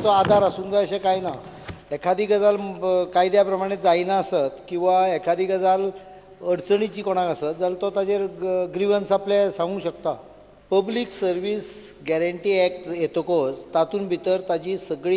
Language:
Konkani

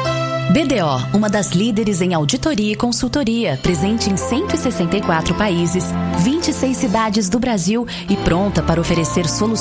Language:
Portuguese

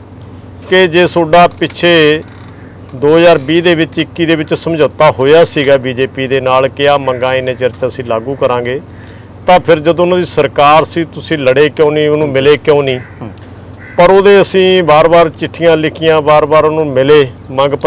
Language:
Punjabi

